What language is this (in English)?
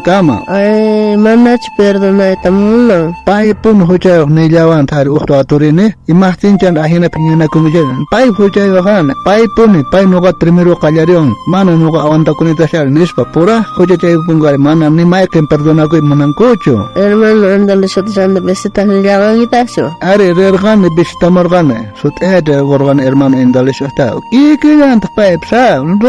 South Bolivian Quechua